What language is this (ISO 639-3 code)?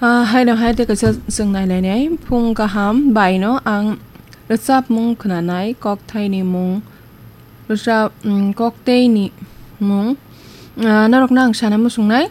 trp